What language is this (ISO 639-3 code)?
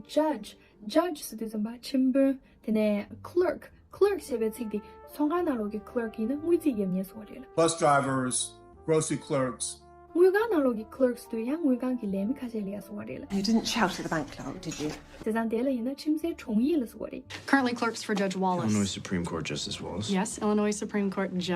bod